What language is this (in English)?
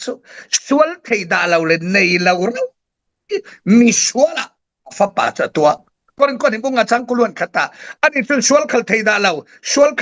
Falam Chin